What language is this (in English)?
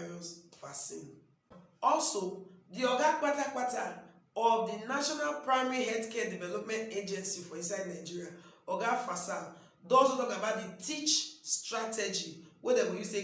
Nigerian Pidgin